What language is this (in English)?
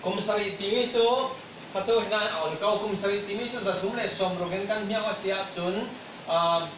Falam Chin